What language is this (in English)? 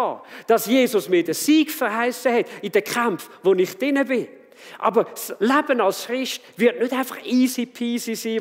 Swiss German